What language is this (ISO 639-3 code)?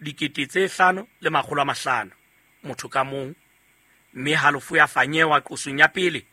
sot